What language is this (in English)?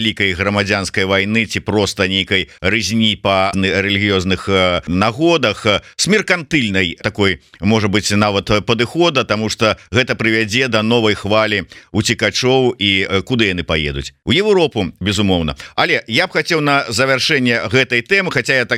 Belarusian